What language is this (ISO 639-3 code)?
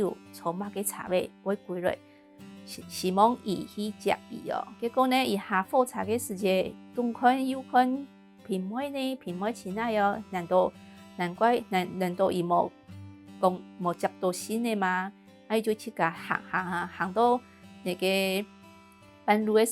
hak